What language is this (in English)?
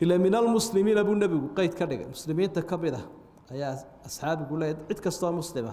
Somali